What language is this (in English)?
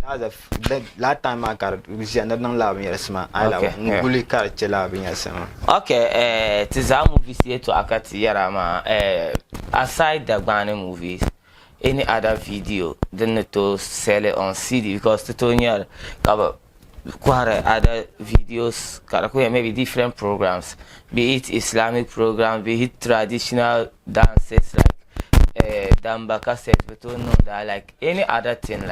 Dagbani